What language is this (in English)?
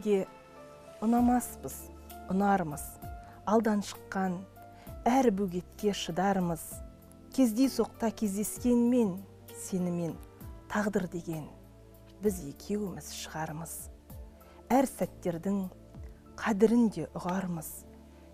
Kazakh